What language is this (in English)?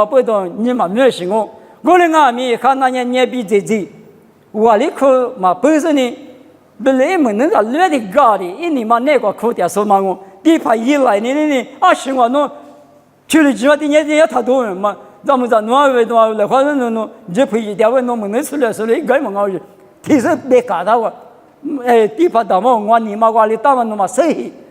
Lisu